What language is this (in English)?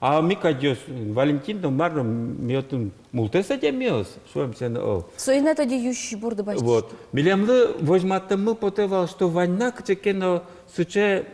Udmurt